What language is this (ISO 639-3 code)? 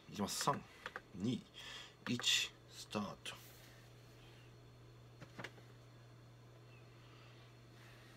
jpn